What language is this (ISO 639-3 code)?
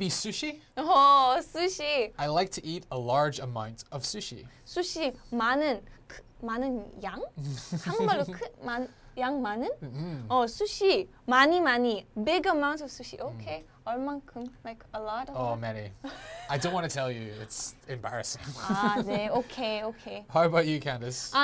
kor